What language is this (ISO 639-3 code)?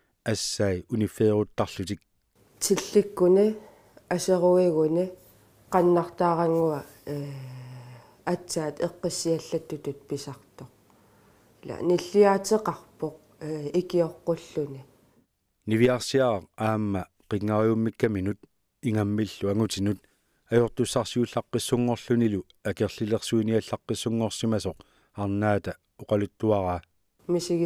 kal